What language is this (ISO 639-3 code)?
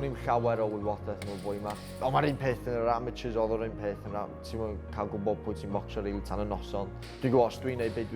cym